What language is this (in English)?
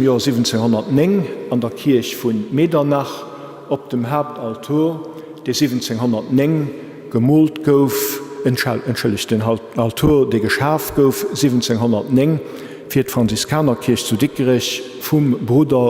Luxembourgish